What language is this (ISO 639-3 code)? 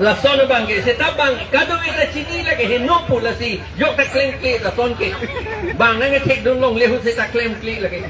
mjw